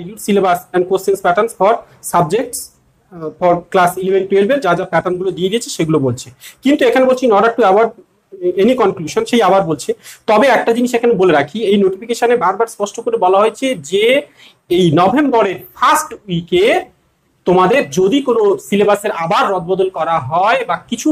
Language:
Bangla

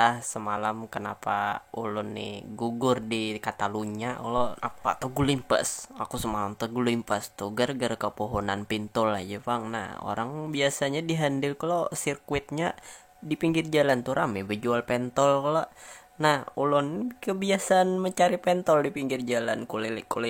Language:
Banjar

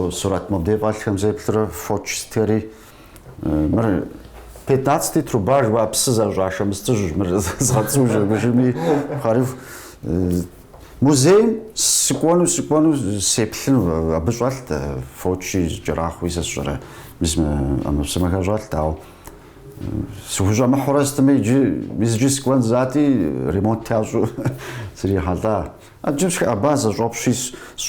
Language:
Kabardian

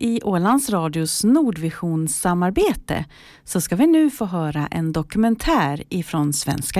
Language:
Swedish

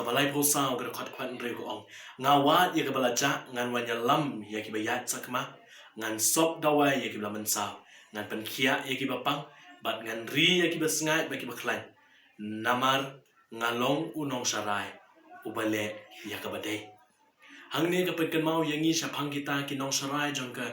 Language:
Khasi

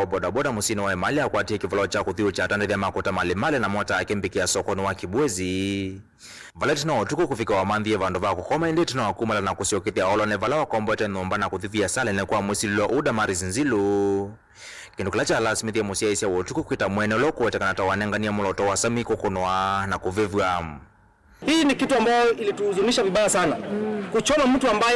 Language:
Kamba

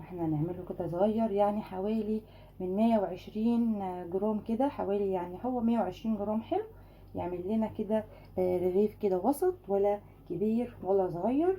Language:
Egyptian Arabic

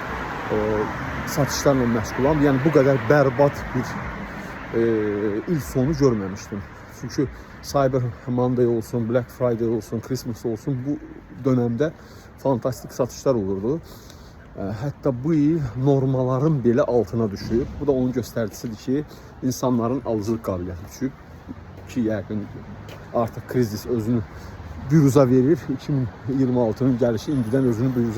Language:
Azerbaijani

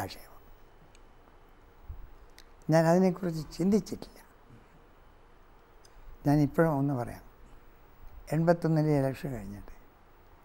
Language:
Malayalam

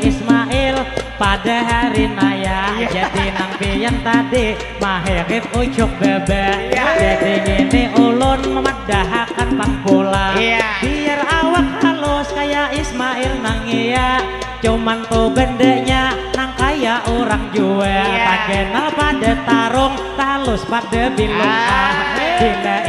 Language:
Banjar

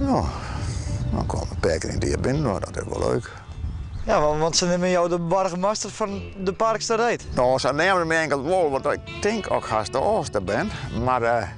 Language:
Western Frisian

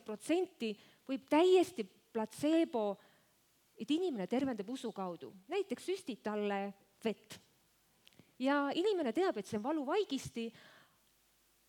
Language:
Estonian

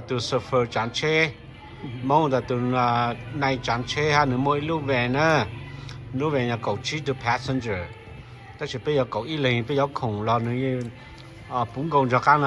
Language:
Hmong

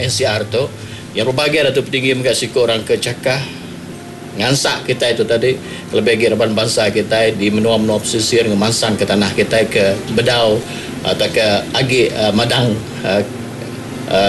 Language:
Iban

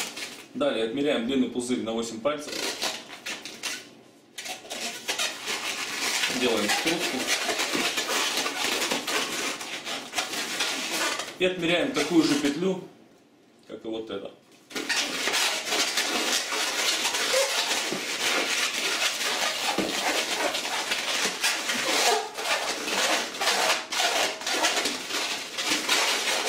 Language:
Russian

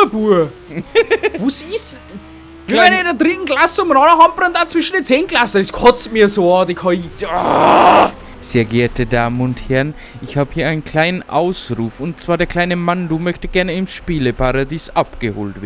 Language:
Bavarian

